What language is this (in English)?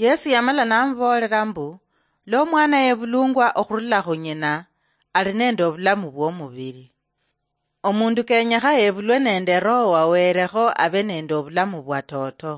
Luyia